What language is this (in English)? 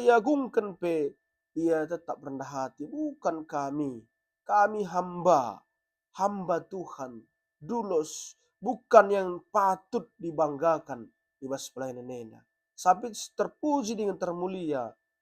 Batak Karo